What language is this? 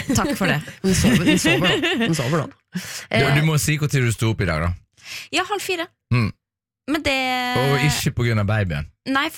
Norwegian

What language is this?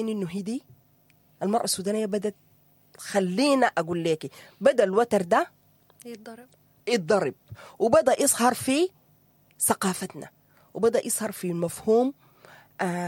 Sudanese Arabic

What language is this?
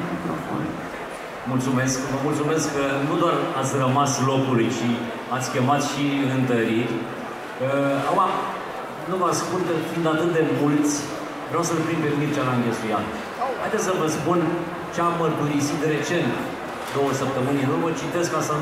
Romanian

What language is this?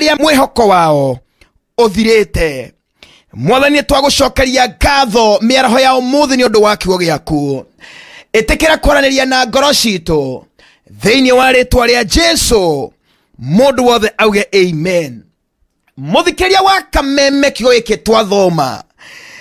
Kikuyu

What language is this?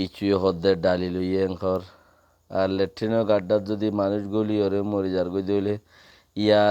Rohingya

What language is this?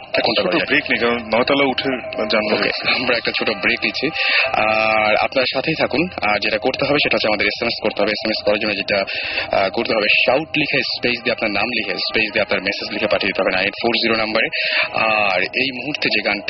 Bangla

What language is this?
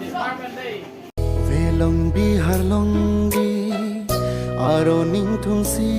Karbi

